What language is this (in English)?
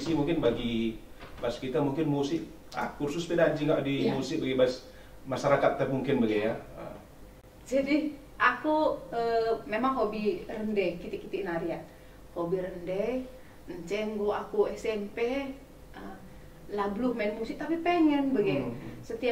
Batak Karo